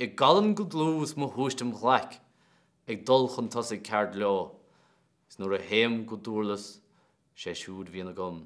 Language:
Irish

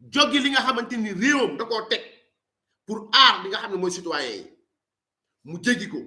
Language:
Wolof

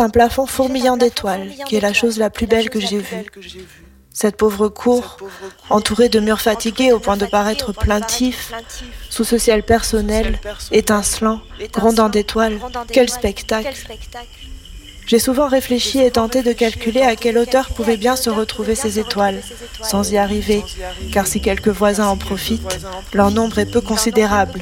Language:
French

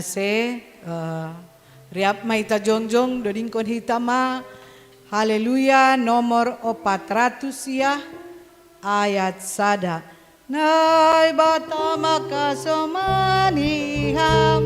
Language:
Batak Simalungun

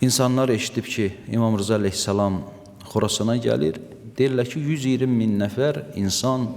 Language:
Azerbaijani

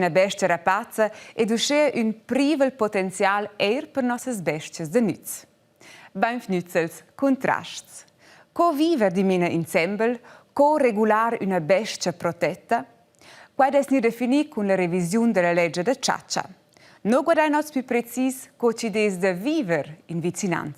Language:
Romansh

